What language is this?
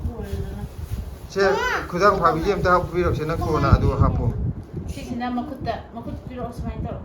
Manipuri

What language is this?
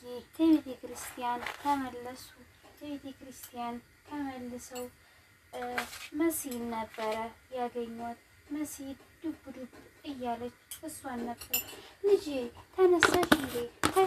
Amharic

